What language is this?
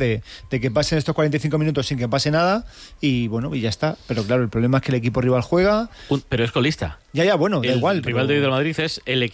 Spanish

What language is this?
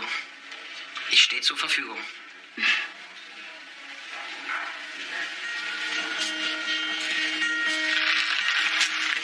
German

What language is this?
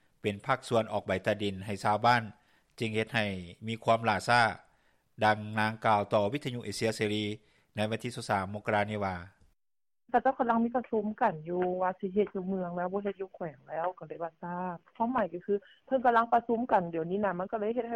Lao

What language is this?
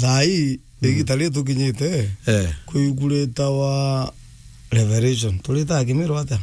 Meru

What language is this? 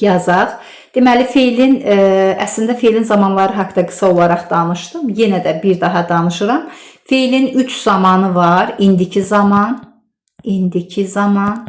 Azerbaijani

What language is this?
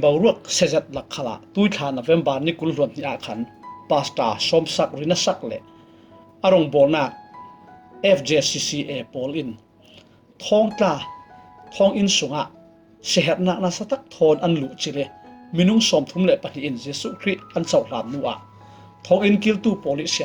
Falam Chin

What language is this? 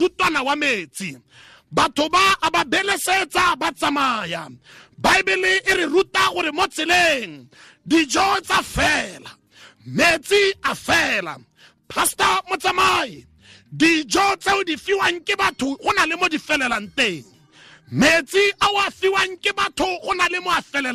Tswana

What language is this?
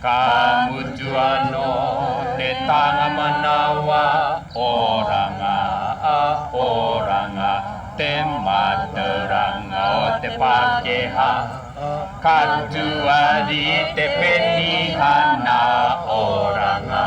Māori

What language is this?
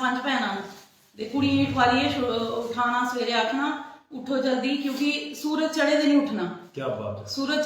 Dogri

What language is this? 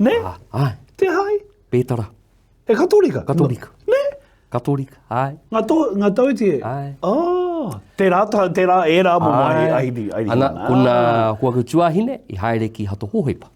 Māori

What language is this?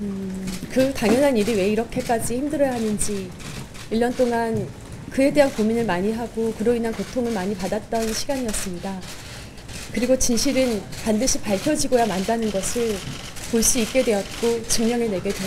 Korean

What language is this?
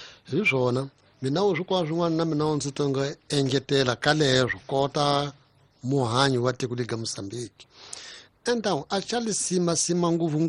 Tsonga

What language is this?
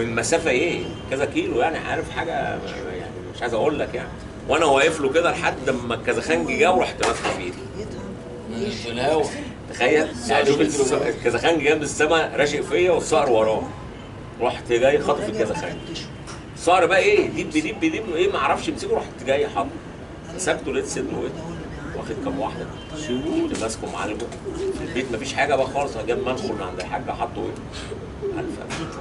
Egyptian Arabic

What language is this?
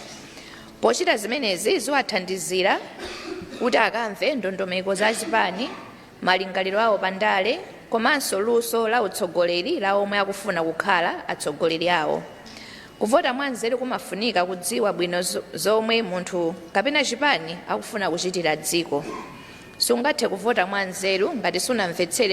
Nyanja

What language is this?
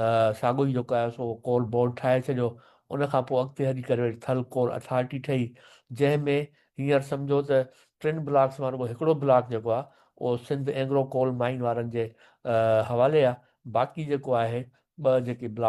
Sindhi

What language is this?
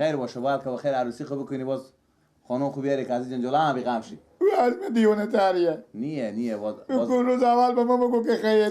Persian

